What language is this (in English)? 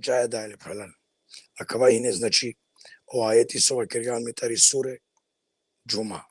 Balkan Romani